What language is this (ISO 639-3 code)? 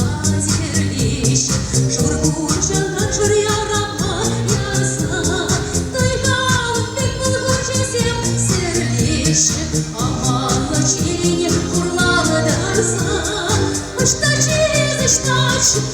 chv